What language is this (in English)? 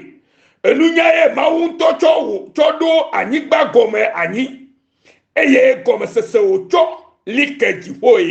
Ewe